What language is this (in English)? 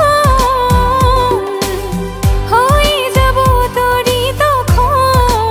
Bangla